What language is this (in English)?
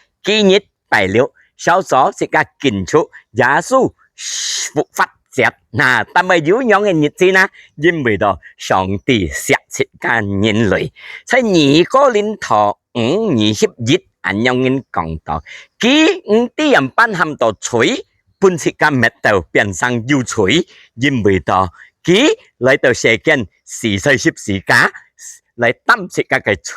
Hakka Chinese